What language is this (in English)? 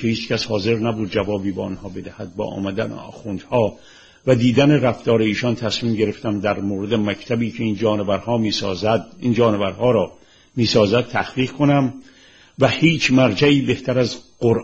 Persian